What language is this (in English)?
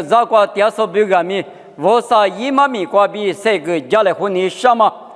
Lisu